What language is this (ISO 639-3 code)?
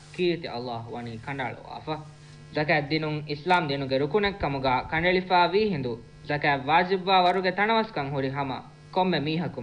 div